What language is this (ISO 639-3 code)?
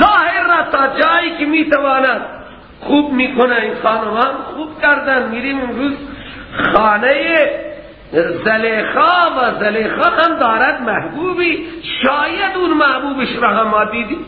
fas